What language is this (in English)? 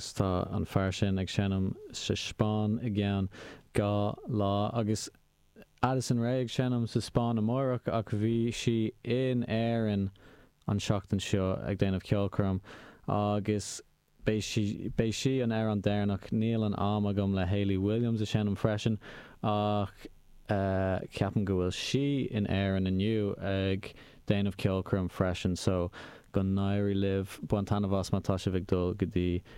Irish